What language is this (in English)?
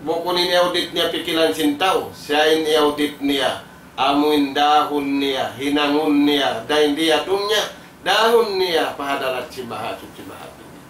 Tausug